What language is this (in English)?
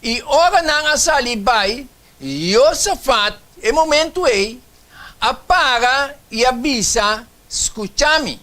Papiamento